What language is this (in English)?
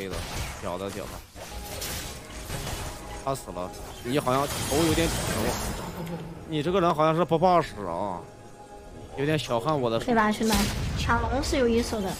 Chinese